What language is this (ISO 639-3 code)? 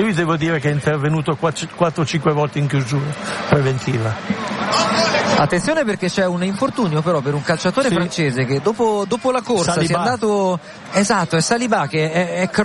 ita